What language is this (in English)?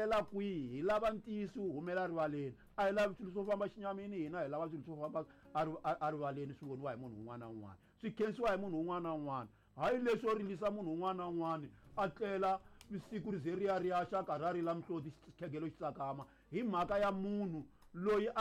Tsonga